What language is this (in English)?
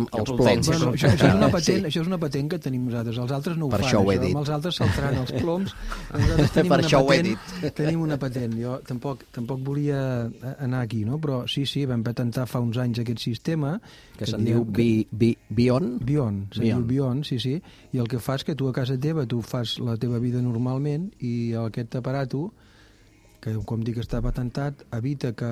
Catalan